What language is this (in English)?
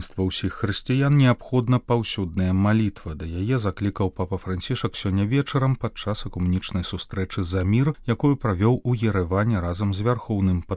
Belarusian